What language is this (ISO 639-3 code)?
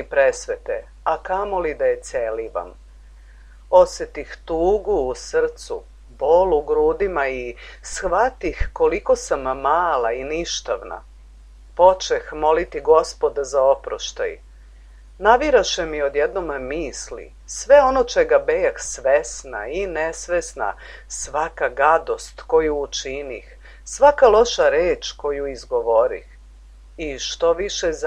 srp